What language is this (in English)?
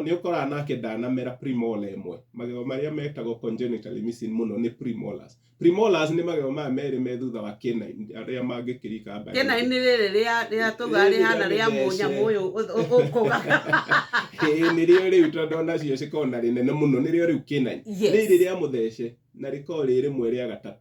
Kikuyu